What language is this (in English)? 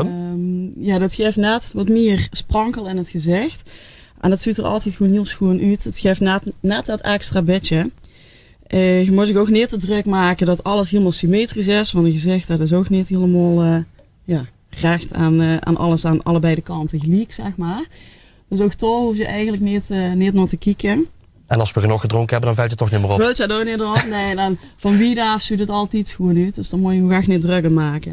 Limburgish